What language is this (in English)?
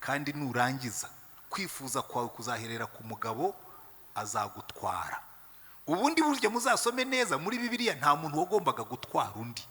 Kinyarwanda